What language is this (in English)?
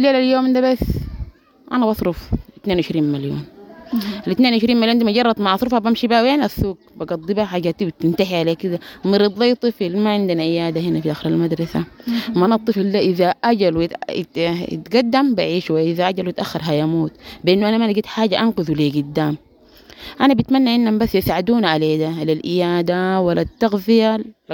Sudanese Arabic